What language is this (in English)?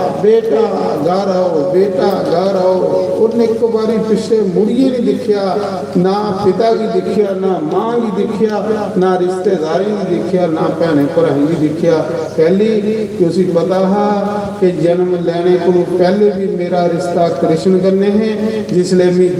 Dogri